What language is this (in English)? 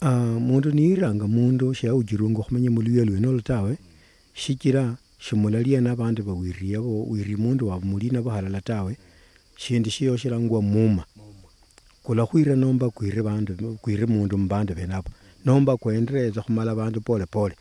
Luyia